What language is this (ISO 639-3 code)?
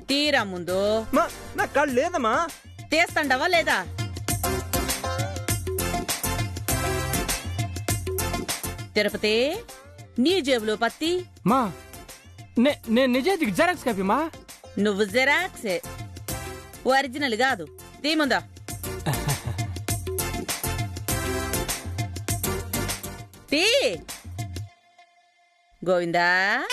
tel